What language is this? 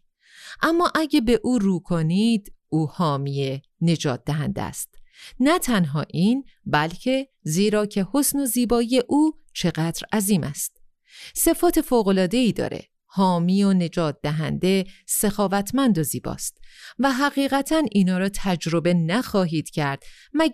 Persian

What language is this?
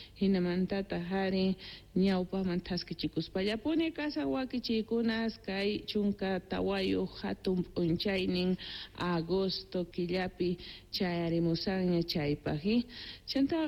South Bolivian Quechua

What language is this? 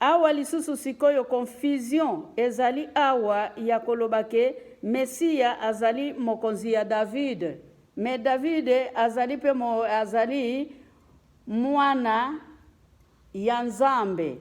Lingala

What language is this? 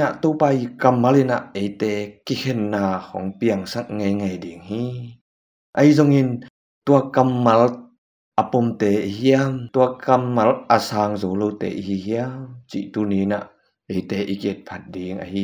Tedim Chin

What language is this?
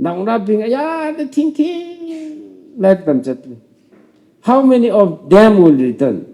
Tangkhul Naga (India)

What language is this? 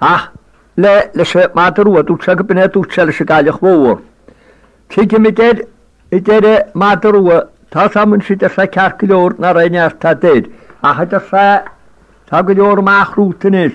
Irish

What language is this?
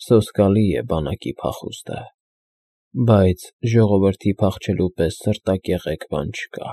Armenian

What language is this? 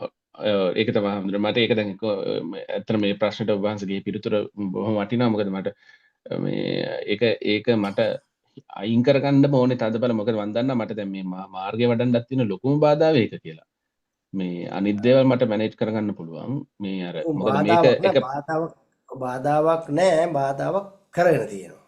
Sinhala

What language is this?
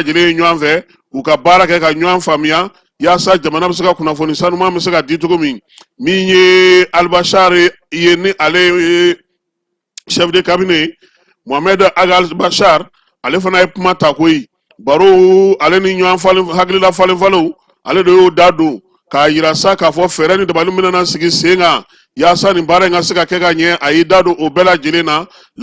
Bambara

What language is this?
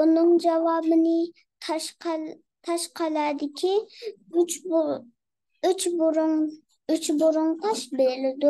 Uyghur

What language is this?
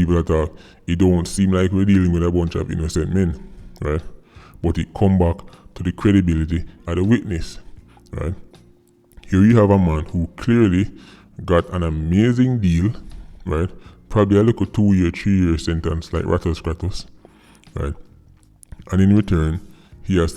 Jamaican Creole English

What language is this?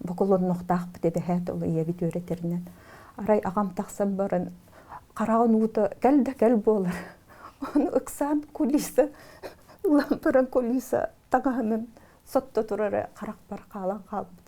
Yakut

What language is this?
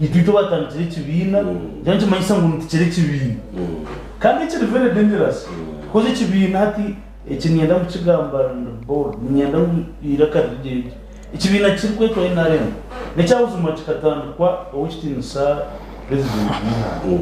Nyankole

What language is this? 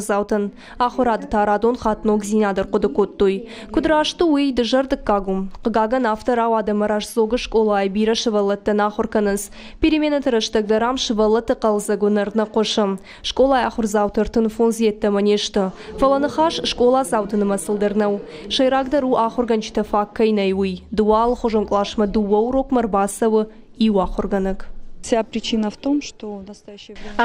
Ossetic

